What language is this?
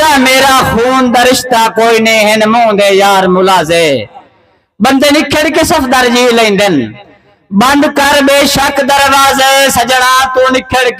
Saraiki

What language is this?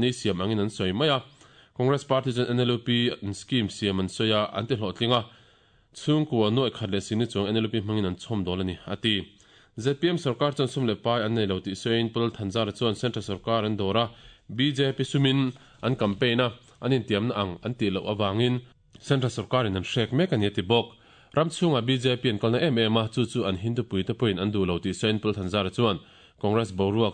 Mizo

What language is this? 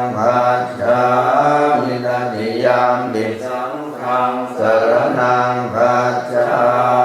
Pali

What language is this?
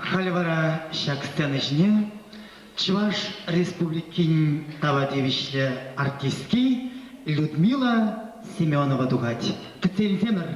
Chuvash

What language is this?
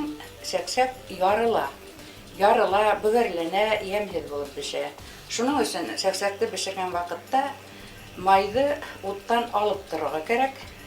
Bashkir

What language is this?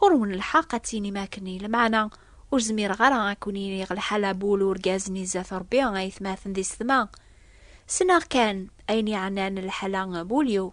Kabyle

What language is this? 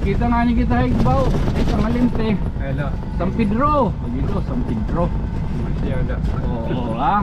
Waray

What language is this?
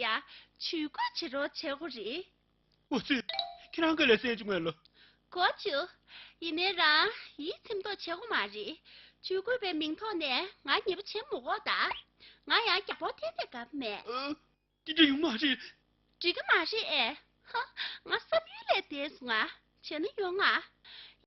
Tibetan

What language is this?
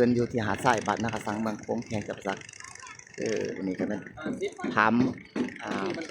Lao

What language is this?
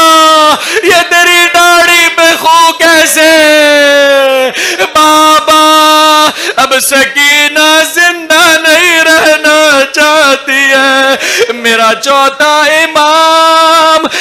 Urdu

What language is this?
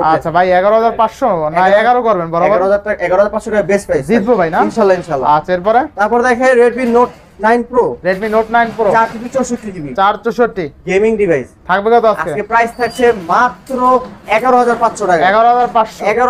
Bangla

